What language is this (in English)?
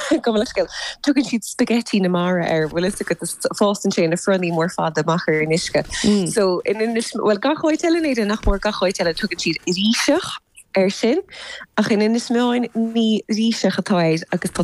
Irish